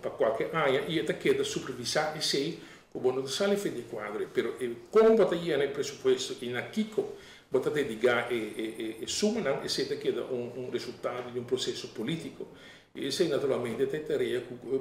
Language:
Papiamento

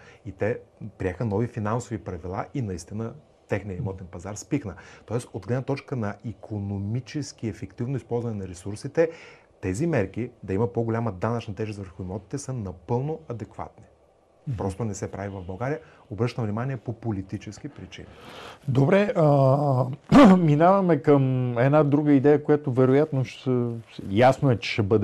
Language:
Bulgarian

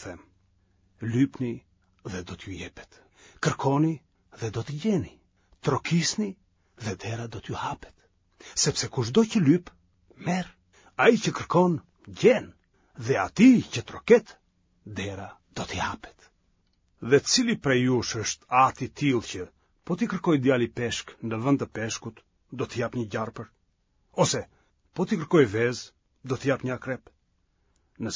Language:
Albanian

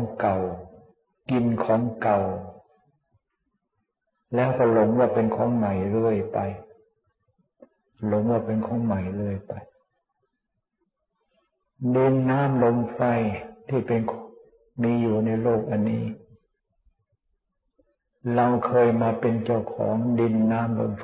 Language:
Thai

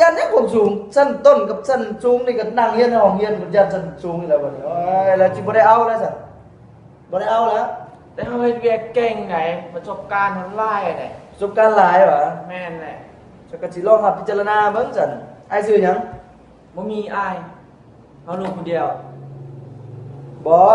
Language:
Lao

